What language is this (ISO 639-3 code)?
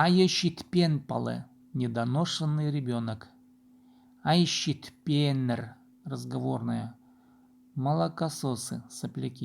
kjh